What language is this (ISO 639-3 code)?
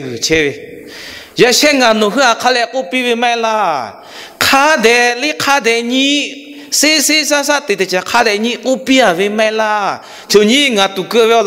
lhu